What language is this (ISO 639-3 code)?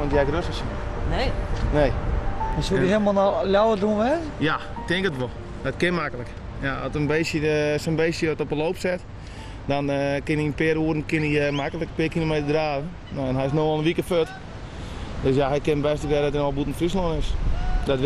fry